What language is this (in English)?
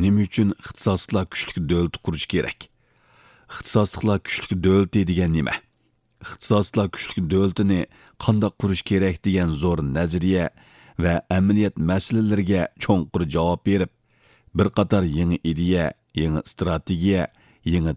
Uyghur